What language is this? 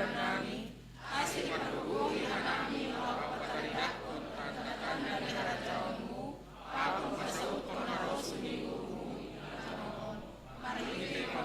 Batak Simalungun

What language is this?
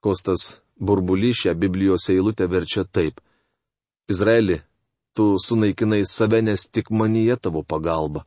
Lithuanian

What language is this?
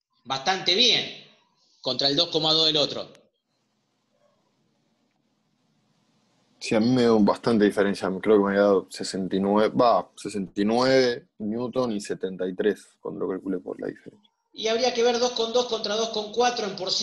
Spanish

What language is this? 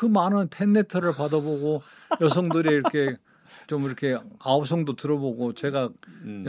Korean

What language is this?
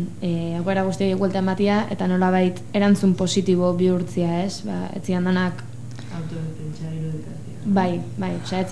Basque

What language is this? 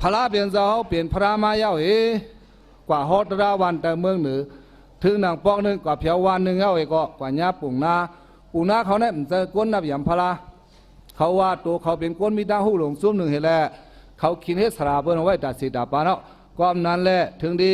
Shan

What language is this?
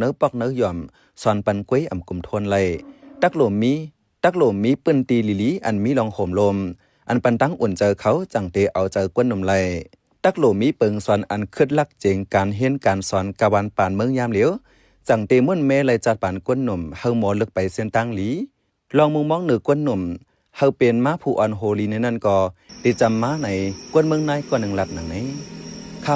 Shan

